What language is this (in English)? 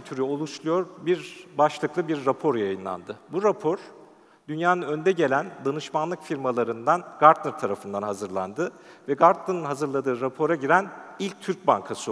Turkish